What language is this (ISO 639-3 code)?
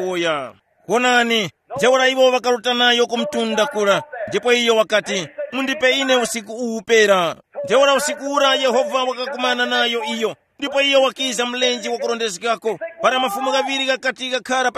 tum